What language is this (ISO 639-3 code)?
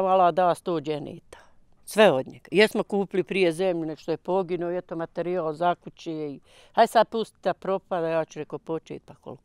bos